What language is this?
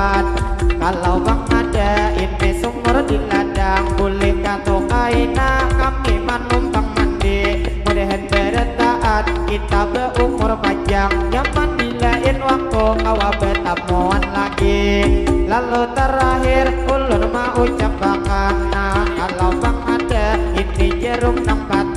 Banjar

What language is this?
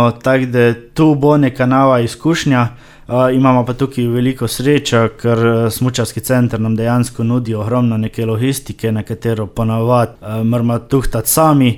Slovenian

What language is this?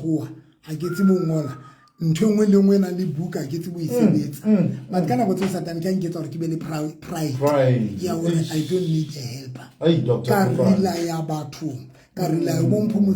Southern Sotho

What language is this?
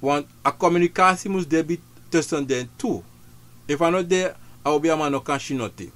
Sranan Tongo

